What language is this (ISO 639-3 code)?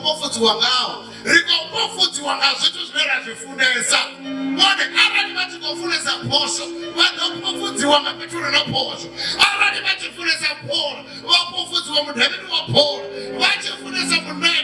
ven